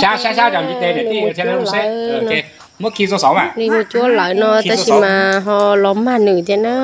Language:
Hmong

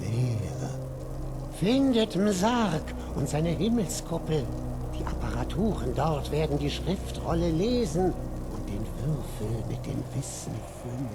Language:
Bavarian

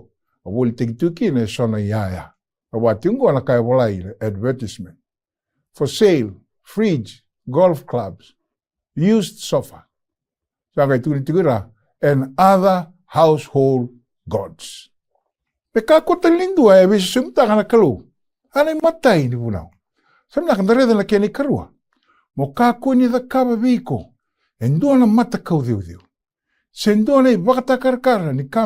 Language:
Fijian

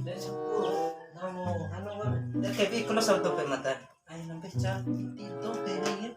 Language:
Bima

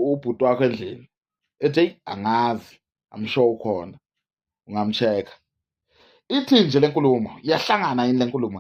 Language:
Zulu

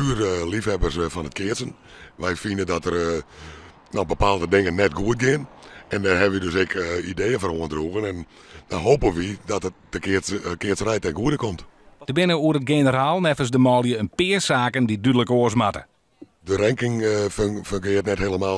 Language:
Western Frisian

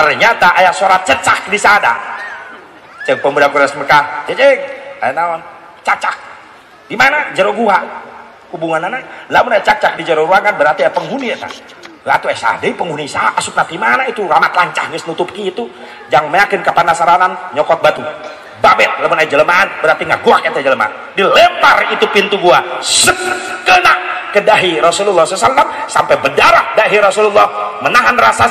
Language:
Sundanese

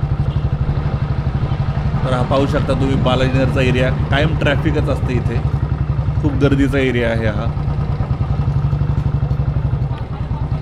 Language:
Marathi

